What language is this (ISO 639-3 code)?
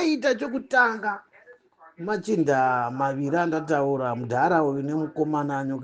sna